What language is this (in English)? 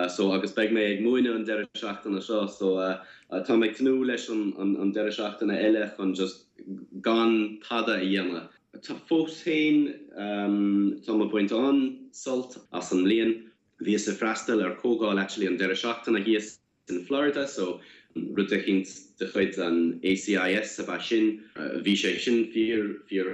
Irish